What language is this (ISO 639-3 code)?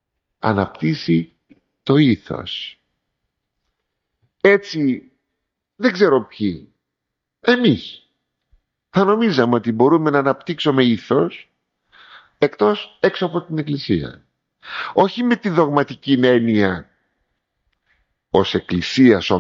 ell